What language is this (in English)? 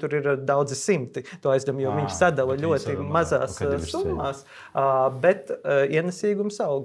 Latvian